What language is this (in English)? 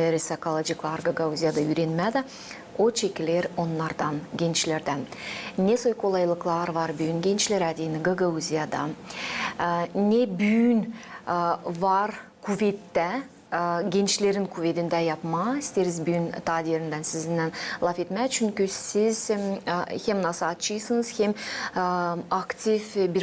Gagauz